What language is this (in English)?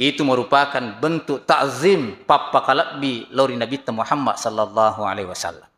Buginese